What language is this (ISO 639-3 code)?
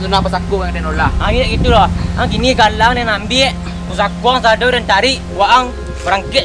min